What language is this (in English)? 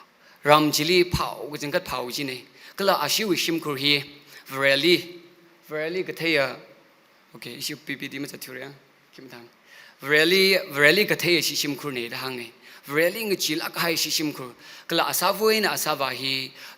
Tangkhul Naga (India)